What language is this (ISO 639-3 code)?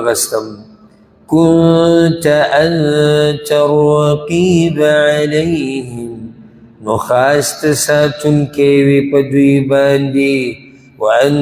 pus